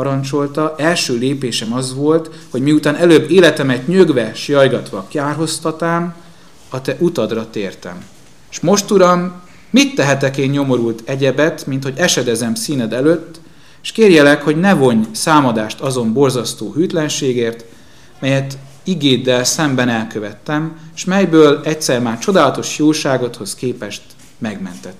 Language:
Hungarian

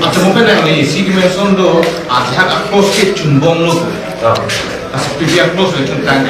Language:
Karbi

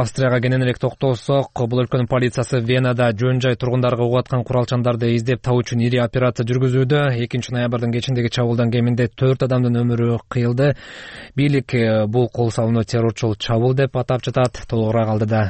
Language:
Kyrgyz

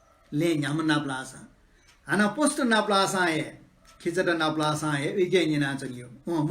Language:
Newari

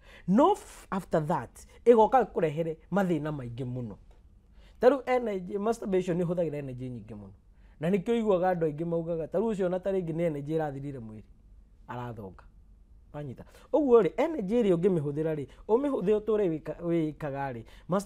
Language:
Kikuyu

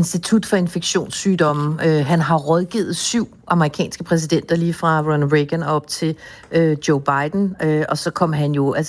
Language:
Danish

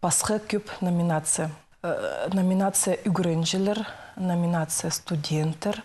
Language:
Khakas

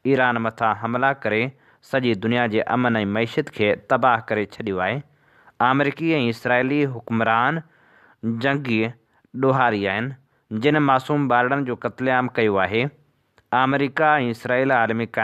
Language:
Sindhi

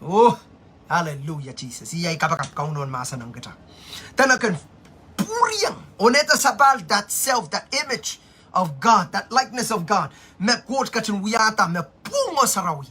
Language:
Pohnpeian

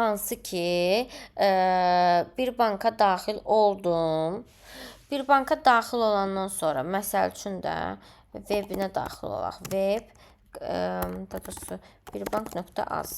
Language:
Azerbaijani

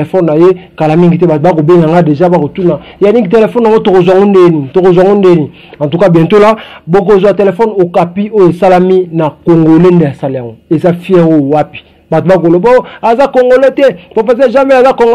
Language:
Lingala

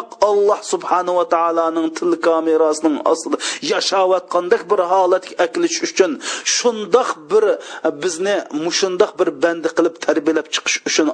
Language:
Uyghur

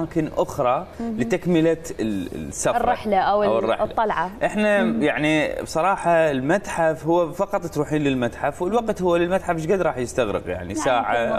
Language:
Mesopotamian Arabic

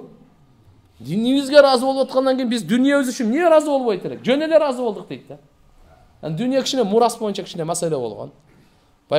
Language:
Kyrgyz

